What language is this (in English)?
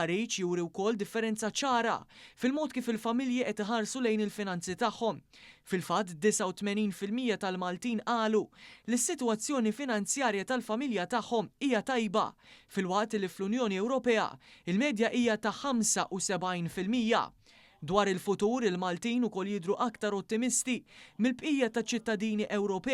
Maltese